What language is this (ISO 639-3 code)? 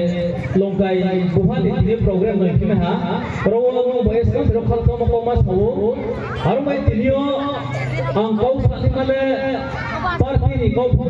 ria